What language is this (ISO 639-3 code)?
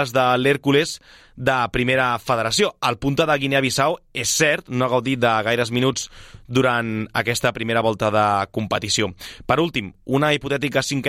cat